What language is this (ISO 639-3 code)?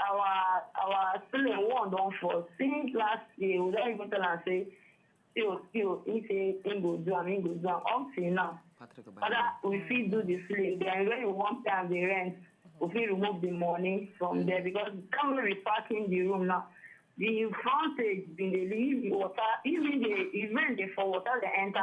pcm